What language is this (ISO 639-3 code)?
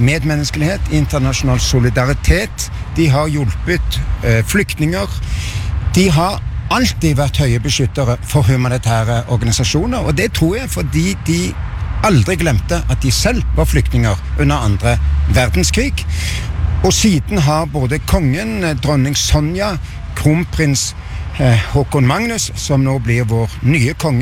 nor